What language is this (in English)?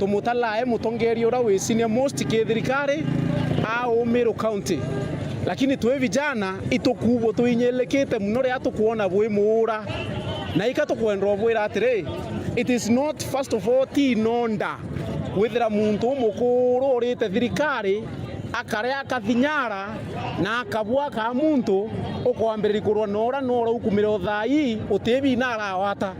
Meru